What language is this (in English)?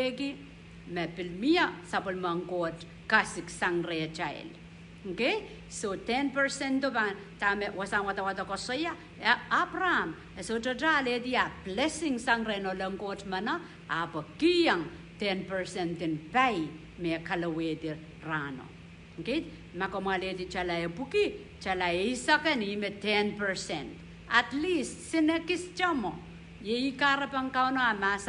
Pohnpeian